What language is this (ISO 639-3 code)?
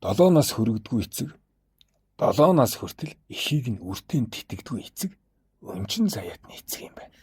mon